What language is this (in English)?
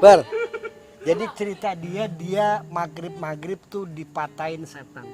Betawi